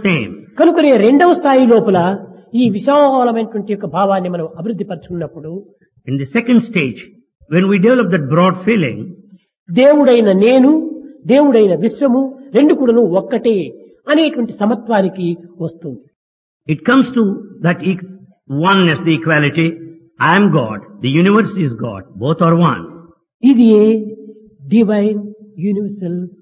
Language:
Telugu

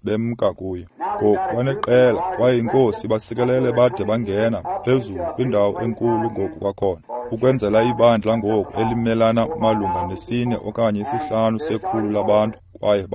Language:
Xhosa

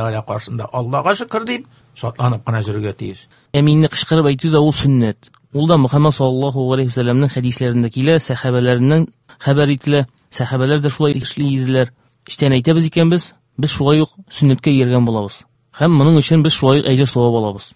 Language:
Tatar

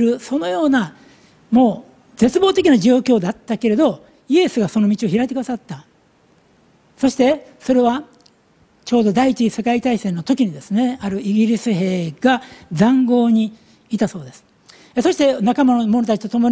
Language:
Japanese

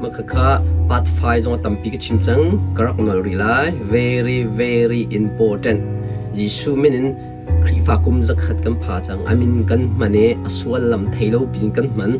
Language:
Hakha Chin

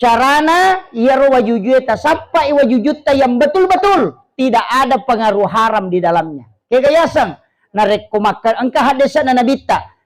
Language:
Buginese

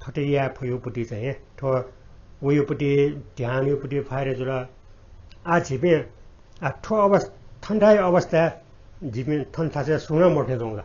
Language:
Newari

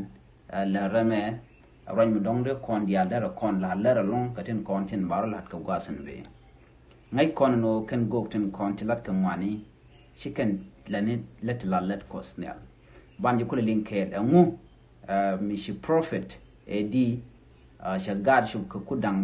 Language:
Nuer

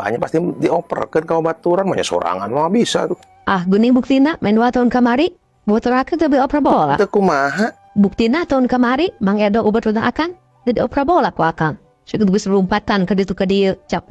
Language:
Sundanese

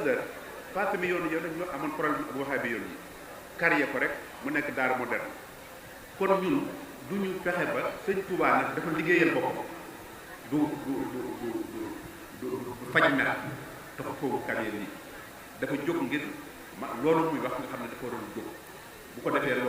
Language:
Wolof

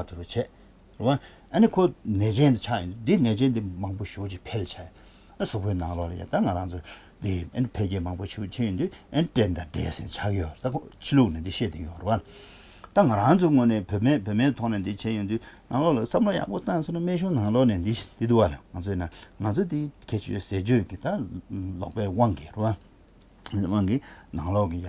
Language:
Tibetan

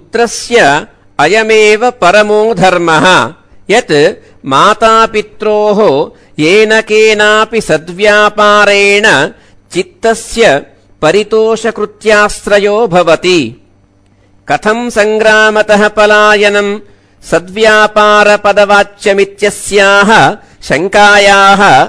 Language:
Sanskrit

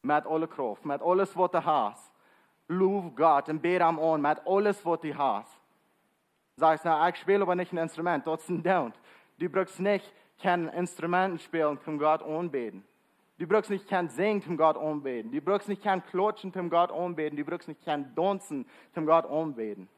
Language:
Plautdietsch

